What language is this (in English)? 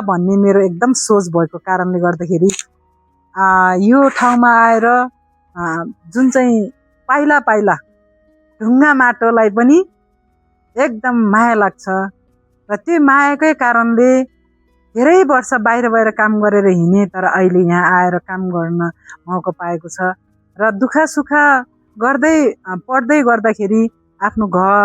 Nepali